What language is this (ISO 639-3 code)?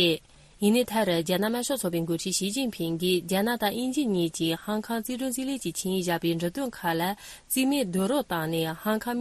bod